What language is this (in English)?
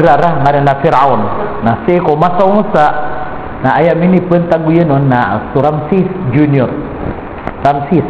Maranao